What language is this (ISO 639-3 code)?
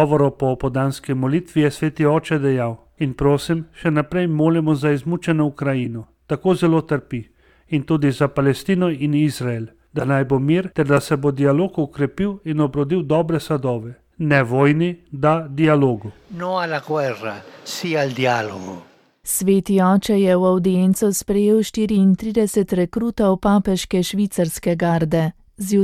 slv